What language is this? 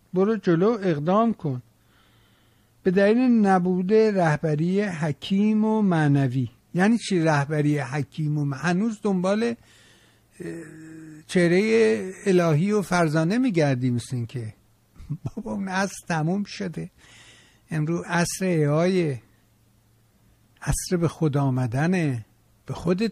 Persian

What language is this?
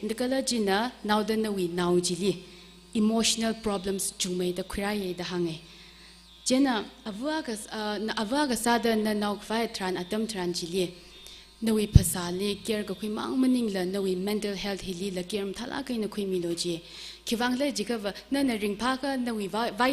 Tangkhul Naga (India)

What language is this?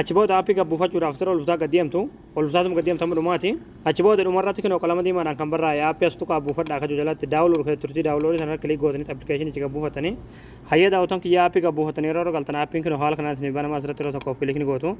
Oromo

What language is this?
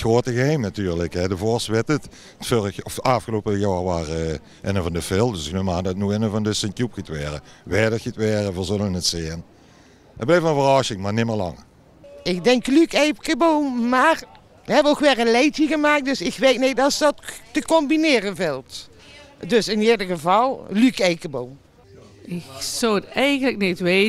Limburgish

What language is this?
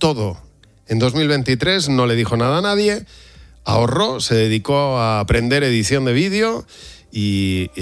Spanish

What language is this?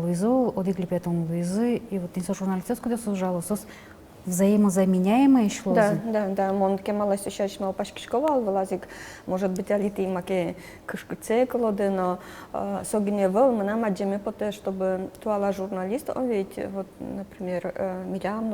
Udmurt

